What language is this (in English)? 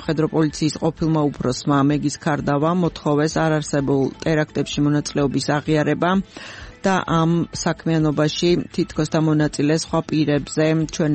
Georgian